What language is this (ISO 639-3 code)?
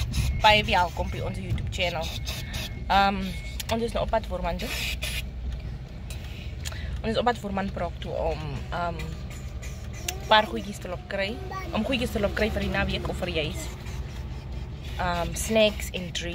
afr